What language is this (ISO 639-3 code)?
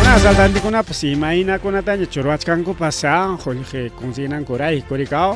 quy